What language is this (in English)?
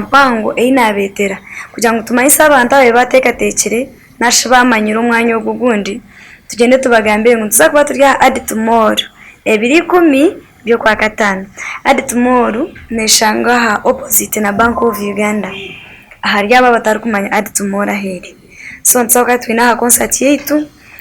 Nyankole